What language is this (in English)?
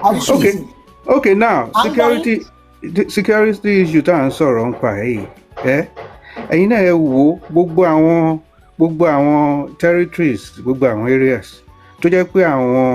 Yoruba